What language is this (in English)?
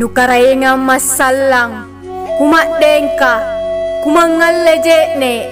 Makasar